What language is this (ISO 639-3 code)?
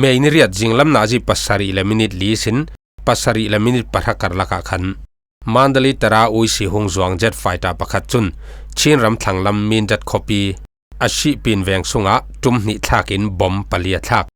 cfm